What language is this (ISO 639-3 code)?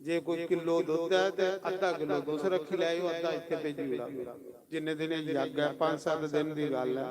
doi